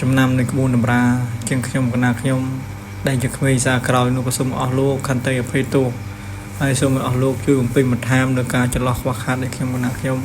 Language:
Khmer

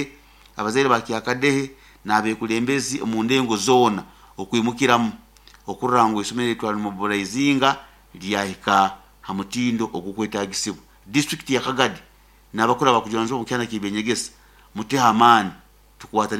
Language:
Nyoro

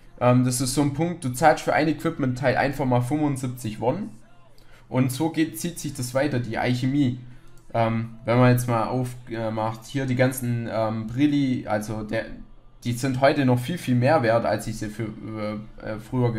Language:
German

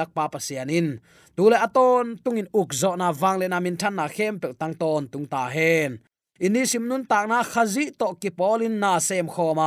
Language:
Tedim Chin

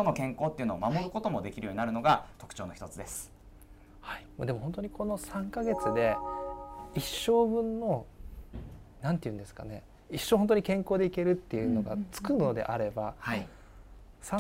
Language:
Japanese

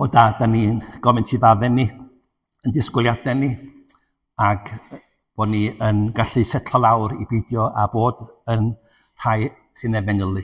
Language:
Welsh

